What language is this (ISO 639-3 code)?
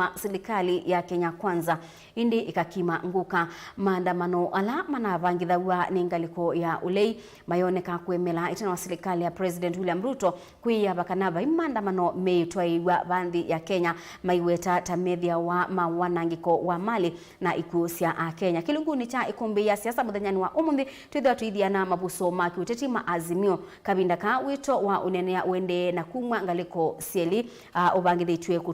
kam